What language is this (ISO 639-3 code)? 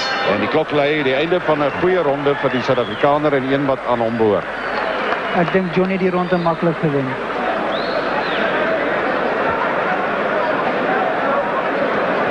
afr